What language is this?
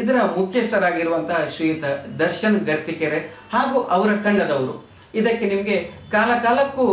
Kannada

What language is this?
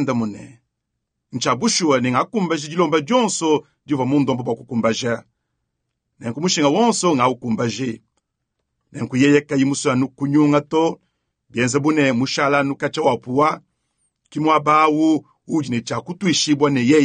Luba-Lulua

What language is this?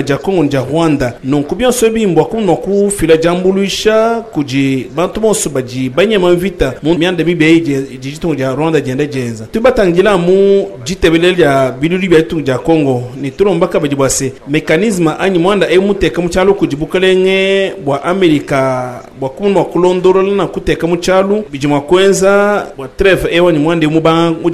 Luba-Lulua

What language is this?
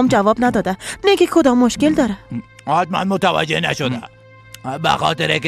Persian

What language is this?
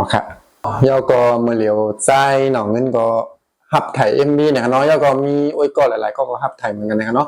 Shan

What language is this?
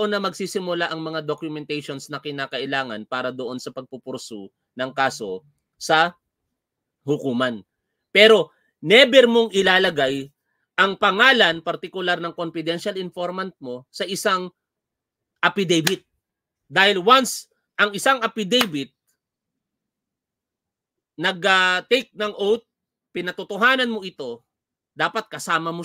Filipino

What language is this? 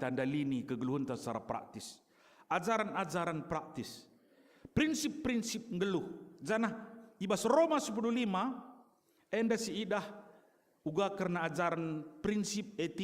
Batak Karo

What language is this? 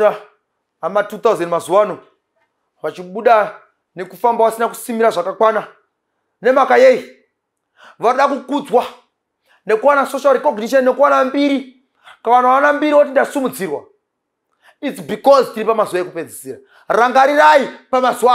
Shona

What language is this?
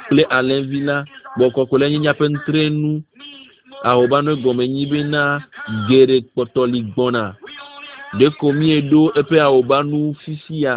Ewe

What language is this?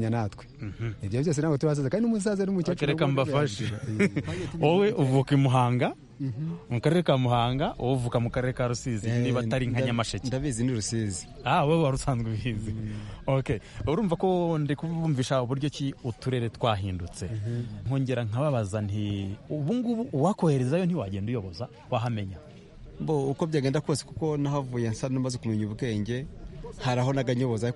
Kinyarwanda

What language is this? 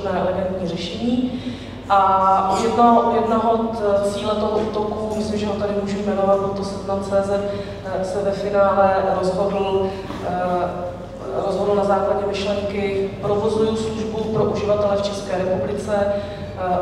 Czech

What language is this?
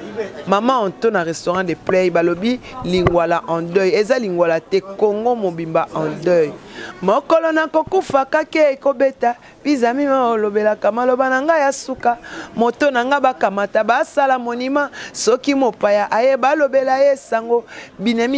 Lingala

